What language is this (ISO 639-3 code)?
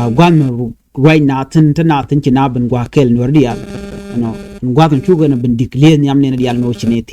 nus